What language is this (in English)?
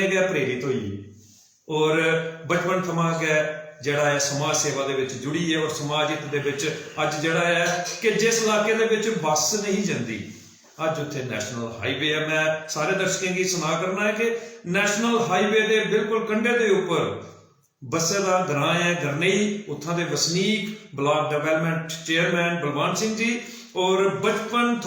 Dogri